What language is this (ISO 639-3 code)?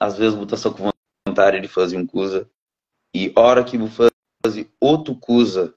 kea